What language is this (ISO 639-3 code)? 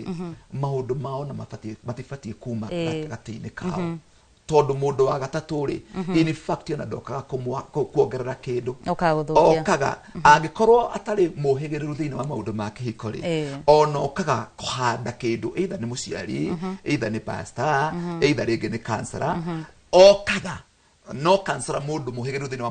kik